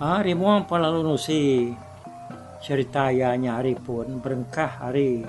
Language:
Iban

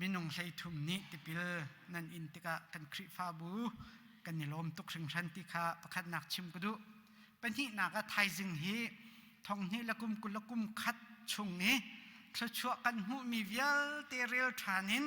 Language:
Hakha Chin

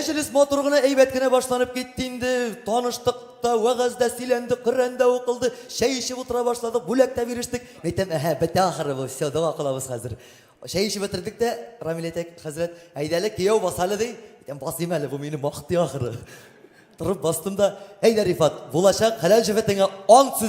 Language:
Tatar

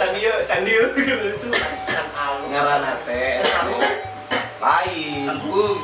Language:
Sundanese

